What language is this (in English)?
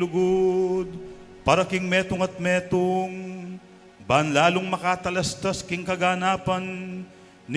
Pampanga